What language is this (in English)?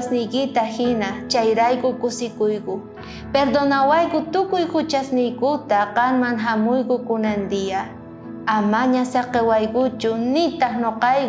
South Bolivian Quechua